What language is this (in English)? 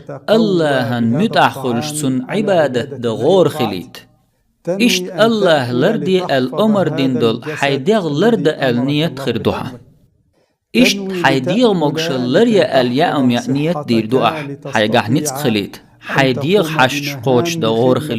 Chechen